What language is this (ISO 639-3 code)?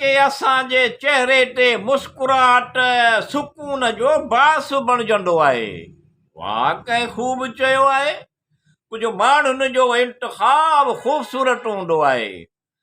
snd